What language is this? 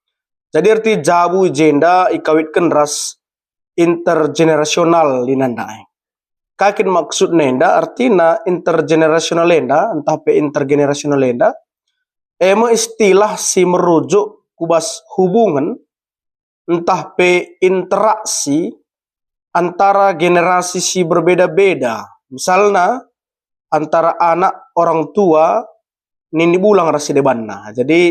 Batak Karo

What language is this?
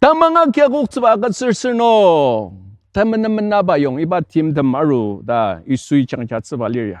Ao Naga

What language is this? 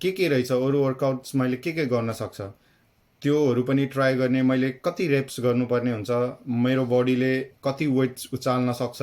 Nepali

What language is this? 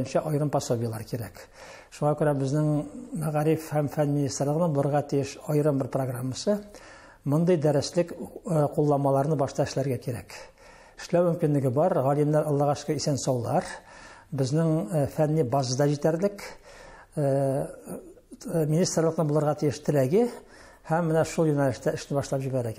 Tatar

